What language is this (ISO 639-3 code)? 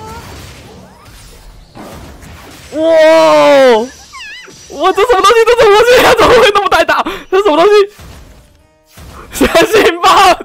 zho